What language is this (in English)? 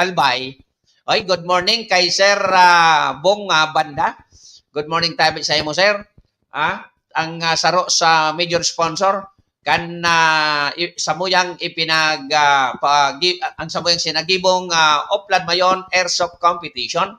Bikol